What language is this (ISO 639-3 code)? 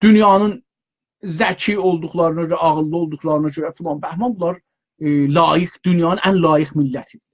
azb